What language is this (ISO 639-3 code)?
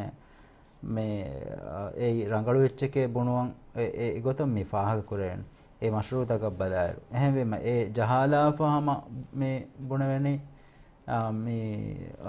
div